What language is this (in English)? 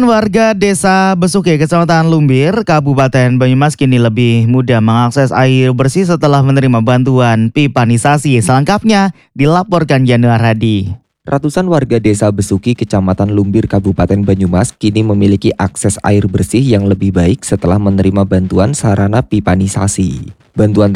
Indonesian